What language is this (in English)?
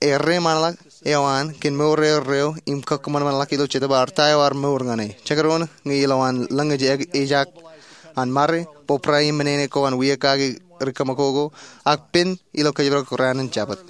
Marshallese